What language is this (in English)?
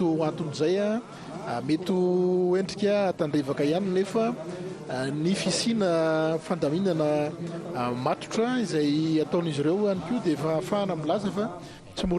Malagasy